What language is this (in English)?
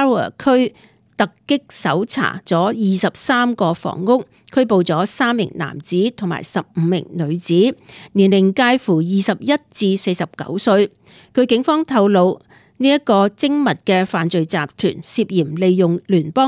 Cantonese